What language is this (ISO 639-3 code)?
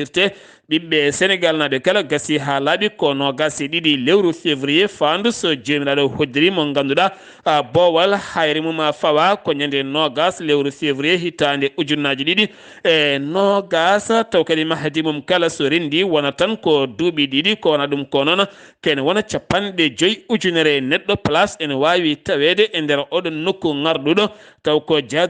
ful